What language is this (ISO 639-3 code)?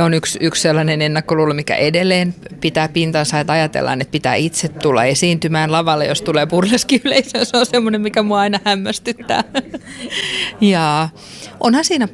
fin